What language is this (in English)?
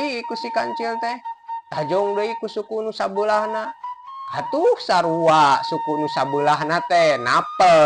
Sundanese